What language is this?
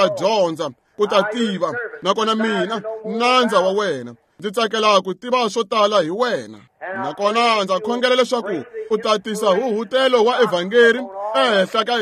Tsonga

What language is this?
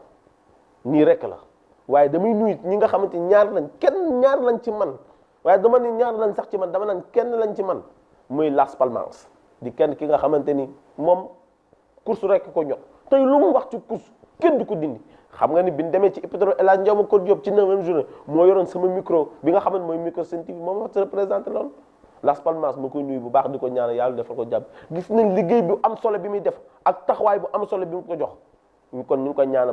Wolof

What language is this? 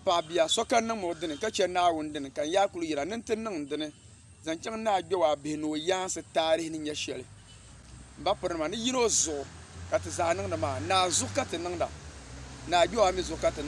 Dagbani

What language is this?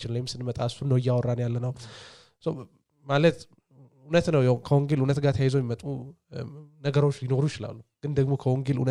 Amharic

